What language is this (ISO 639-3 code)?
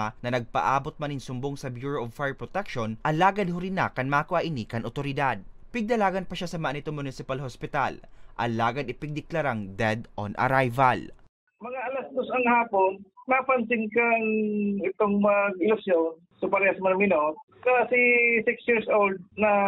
bik